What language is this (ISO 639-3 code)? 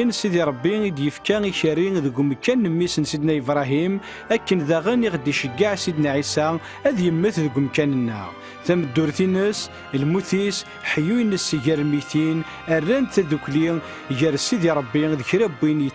kab